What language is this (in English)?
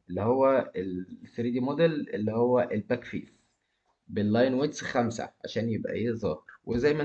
Egyptian Arabic